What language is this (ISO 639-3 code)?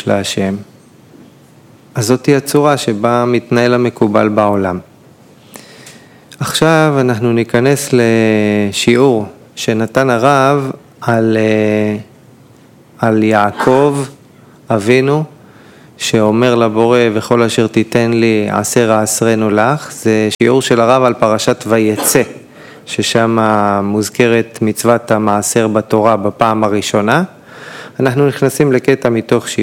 heb